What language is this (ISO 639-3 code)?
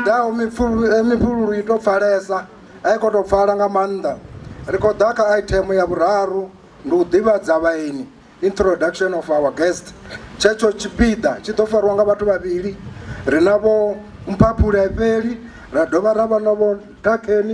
ven